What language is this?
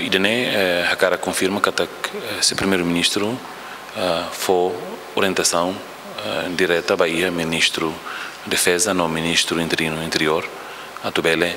Tetum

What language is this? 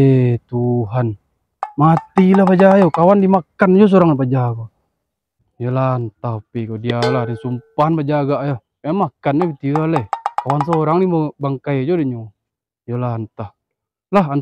Minangkabau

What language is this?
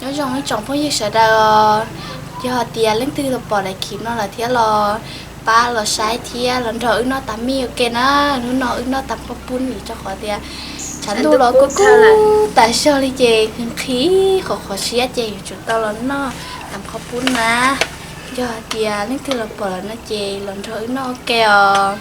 Hmong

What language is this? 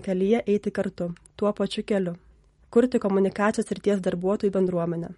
Lithuanian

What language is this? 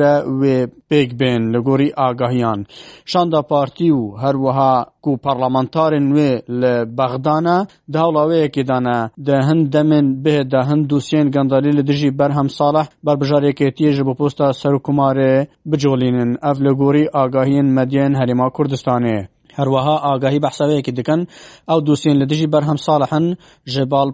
Kurdish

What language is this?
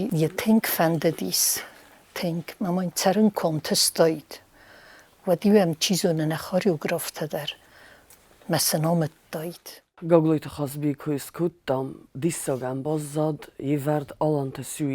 Ossetic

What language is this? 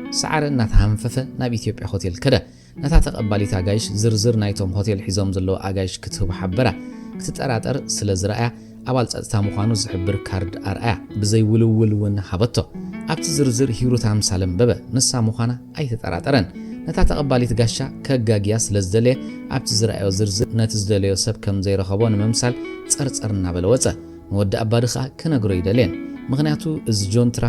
Tigrinya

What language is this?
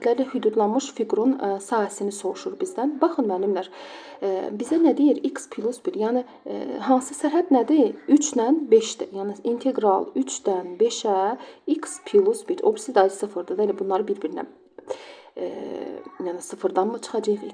Azerbaijani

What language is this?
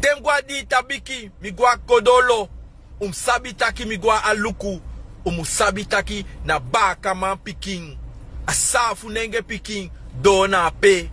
Sranan Tongo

